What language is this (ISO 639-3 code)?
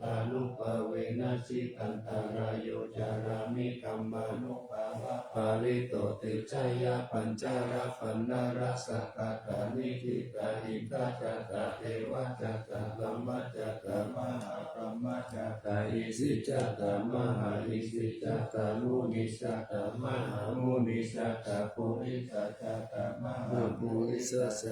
pli